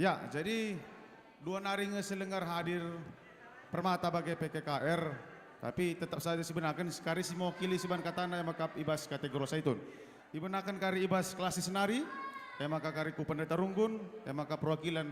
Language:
Batak Karo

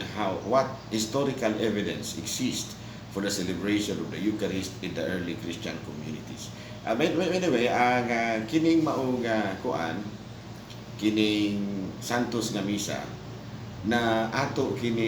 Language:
Cebuano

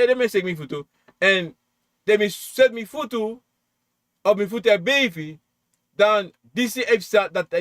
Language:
Sranan Tongo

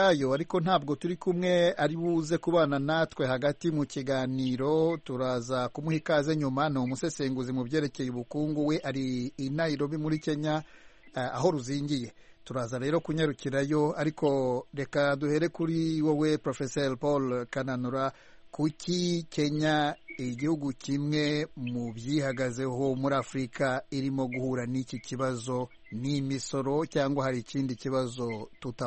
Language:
Kinyarwanda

